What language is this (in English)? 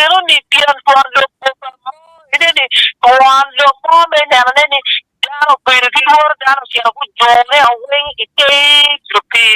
Acoli